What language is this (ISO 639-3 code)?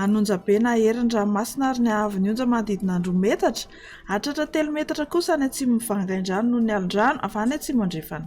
mlg